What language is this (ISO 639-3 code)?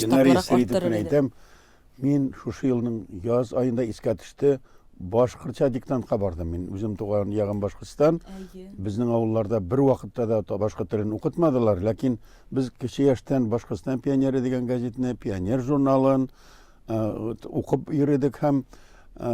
tat